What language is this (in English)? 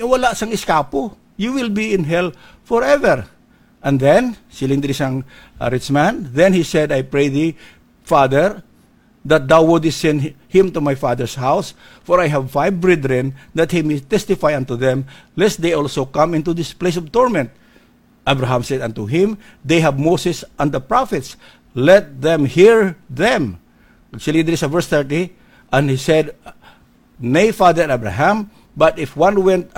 Hiligaynon